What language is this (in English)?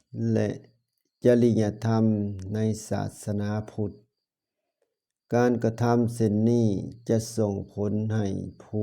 Lao